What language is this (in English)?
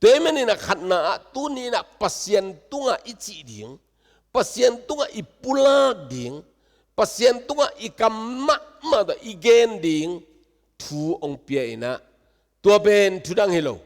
Tedim Chin